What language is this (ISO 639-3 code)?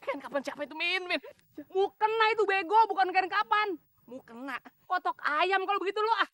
bew